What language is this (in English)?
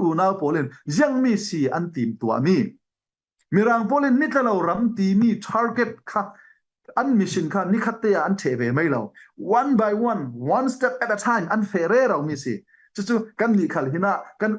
Falam Chin